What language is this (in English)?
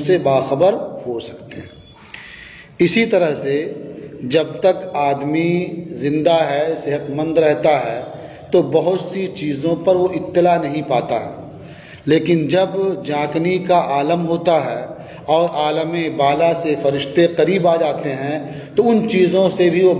Urdu